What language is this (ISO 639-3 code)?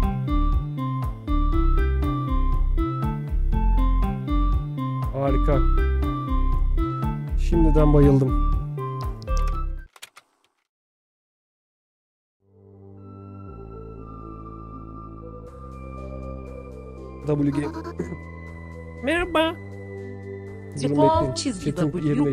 tur